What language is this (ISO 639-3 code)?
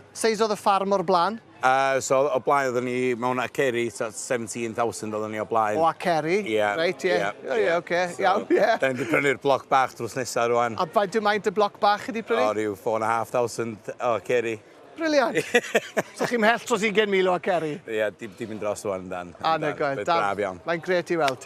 cym